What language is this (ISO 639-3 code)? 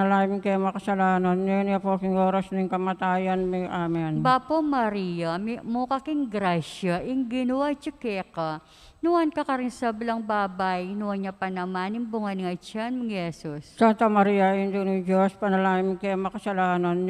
pam